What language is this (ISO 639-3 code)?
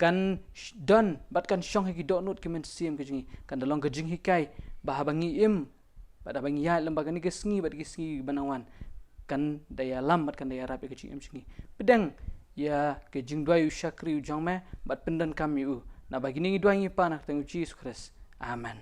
kha